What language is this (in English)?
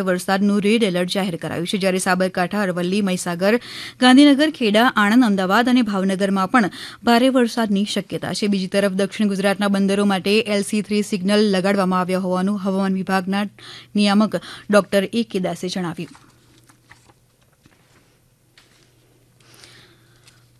Gujarati